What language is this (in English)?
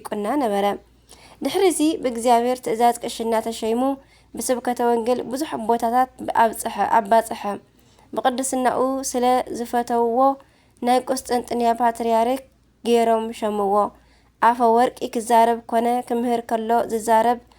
Tigrinya